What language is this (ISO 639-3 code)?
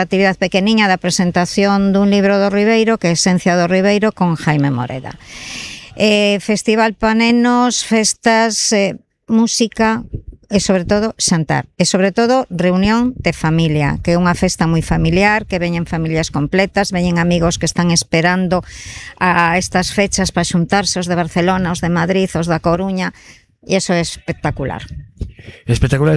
glg